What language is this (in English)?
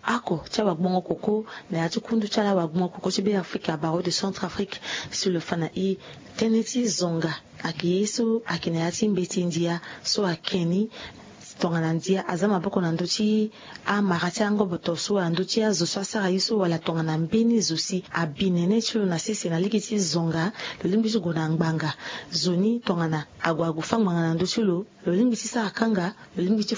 Sango